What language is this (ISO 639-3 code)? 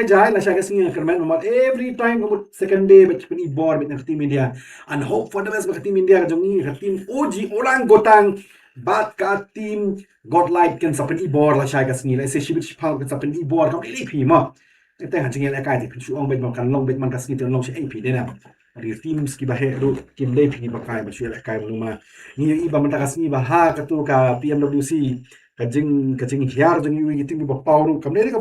kha